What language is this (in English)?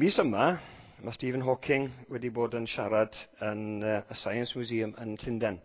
Welsh